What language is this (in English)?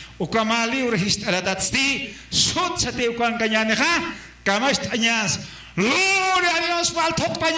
Aymara